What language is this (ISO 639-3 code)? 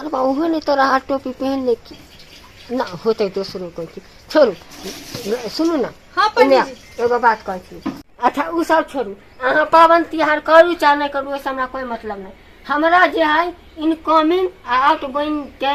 mai